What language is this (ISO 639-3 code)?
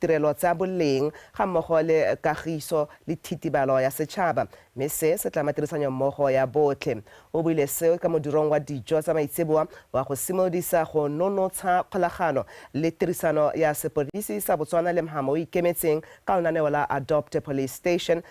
tsn